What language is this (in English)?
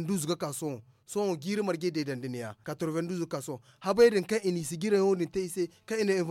Zarma